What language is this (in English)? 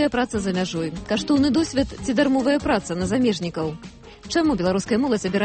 Belarusian